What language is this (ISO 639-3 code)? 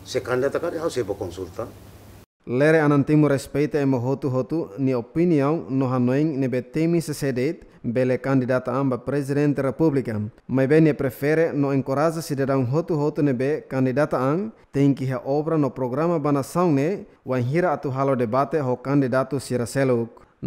tet